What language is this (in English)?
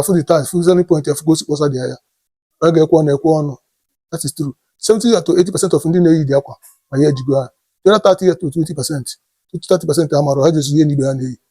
Igbo